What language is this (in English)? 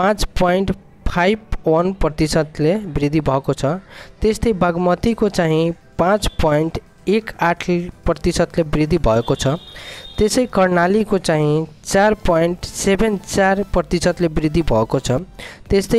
Nepali